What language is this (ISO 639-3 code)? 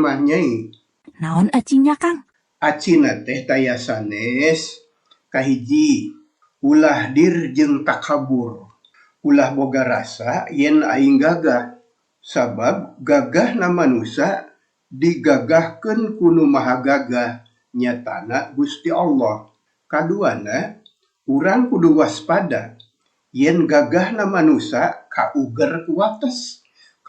sun